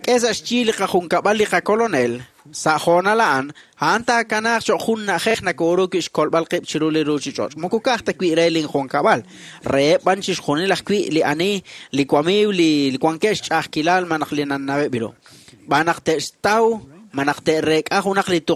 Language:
Kekchí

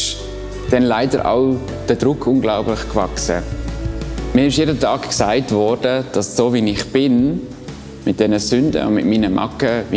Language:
Swiss German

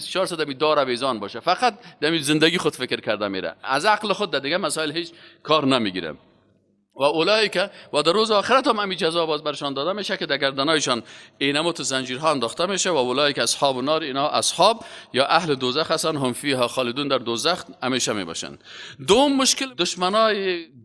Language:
Persian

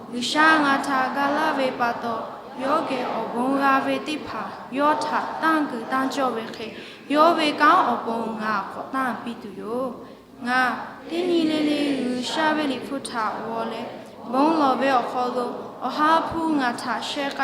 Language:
Lahu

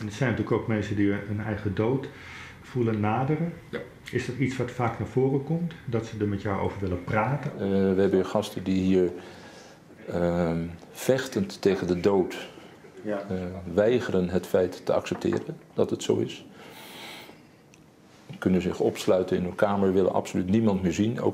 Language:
Dutch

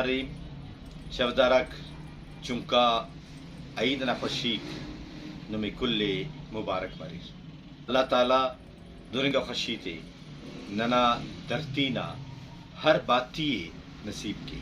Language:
Brahui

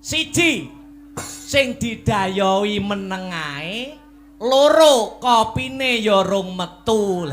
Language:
Javanese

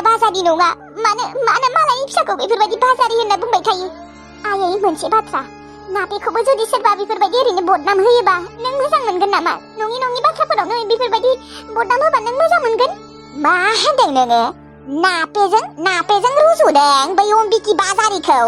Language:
Bodo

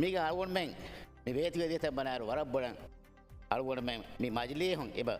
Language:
Divehi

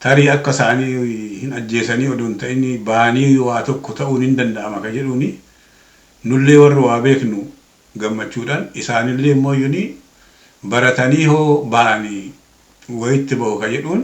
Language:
Oromo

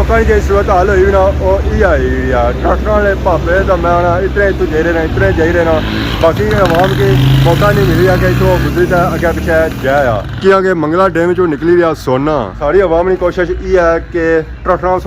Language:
Pahari-Potwari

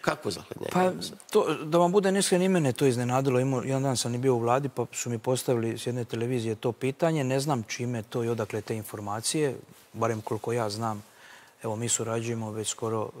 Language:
Croatian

